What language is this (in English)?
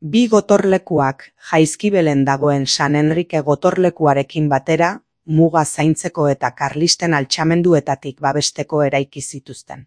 Basque